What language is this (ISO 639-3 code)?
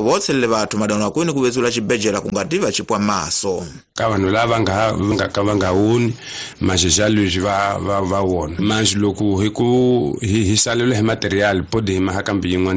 tso